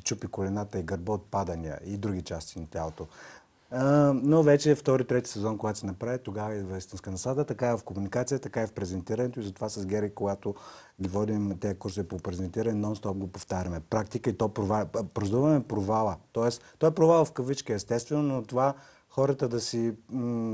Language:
Bulgarian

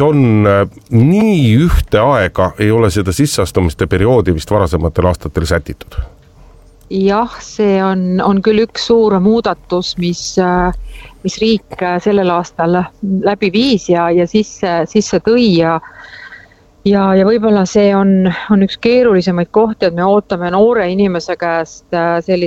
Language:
Estonian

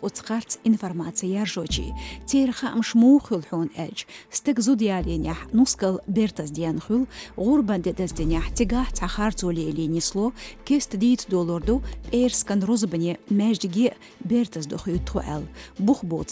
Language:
Chechen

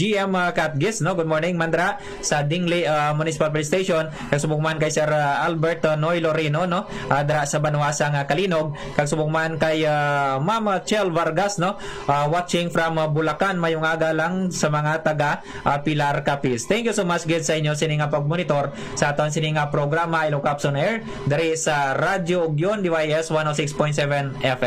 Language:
Hiligaynon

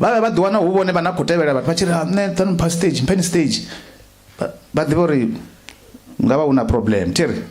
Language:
Venda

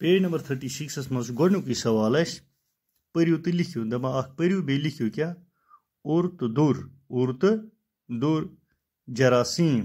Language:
Kashmiri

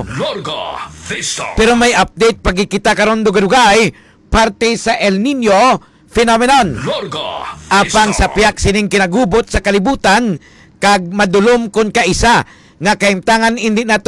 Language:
Hiligaynon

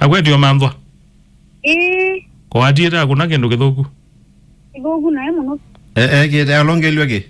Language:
Kamba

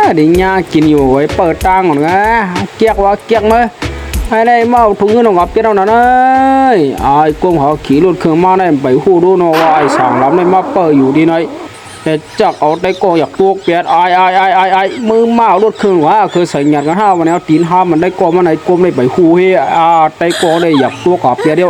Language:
Shan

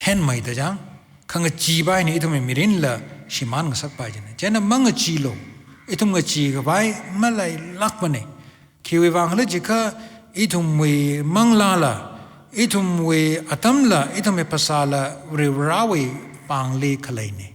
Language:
Tangkhul Naga (India)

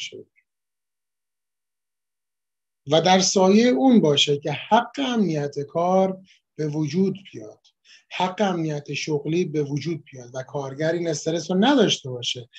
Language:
Persian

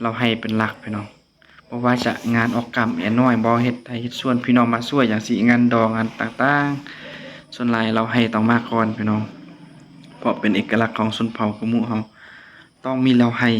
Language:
Lao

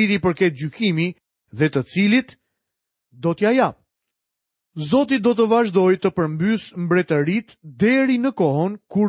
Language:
Albanian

